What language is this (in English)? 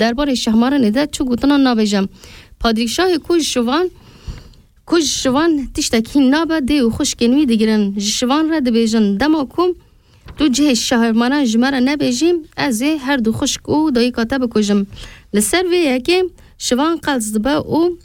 Kurdish